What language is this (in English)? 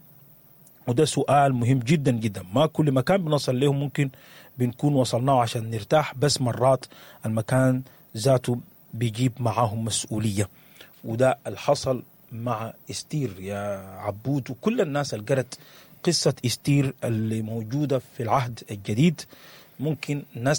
Sudanese Arabic